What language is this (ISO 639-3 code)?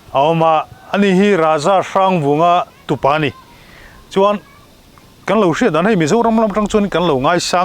lus